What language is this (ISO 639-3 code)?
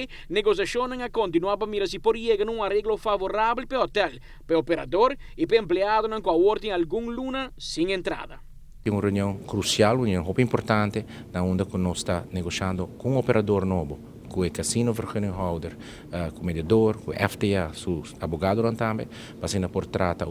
pap